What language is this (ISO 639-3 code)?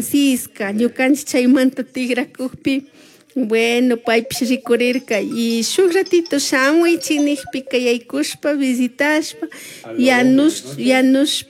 qug